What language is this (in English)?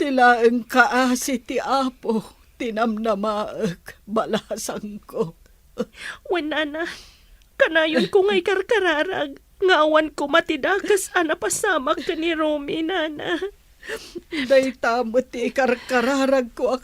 Iloko